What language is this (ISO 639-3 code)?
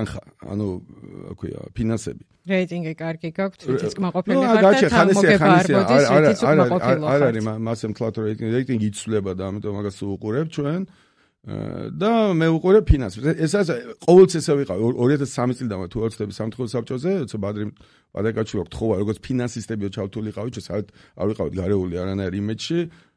kat